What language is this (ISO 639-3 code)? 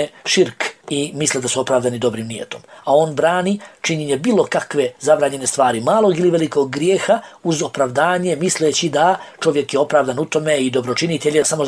bos